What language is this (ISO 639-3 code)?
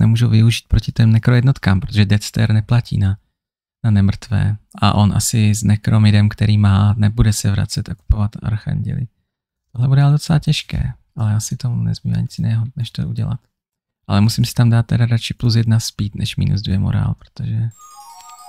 ces